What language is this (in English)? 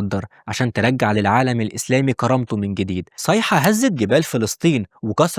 Egyptian Arabic